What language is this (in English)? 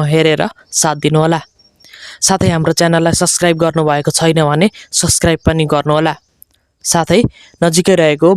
Nepali